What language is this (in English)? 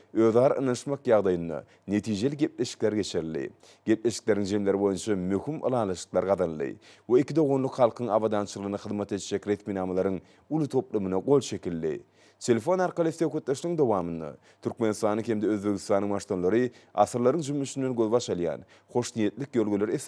Turkmen